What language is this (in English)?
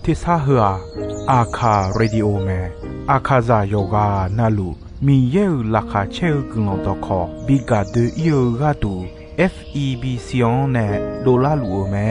Akha